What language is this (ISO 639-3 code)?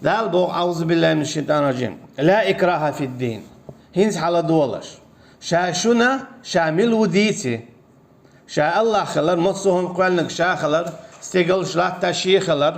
che